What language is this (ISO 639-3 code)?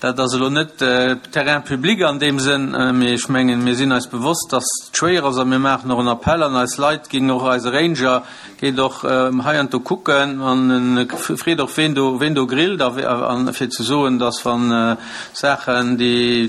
ltz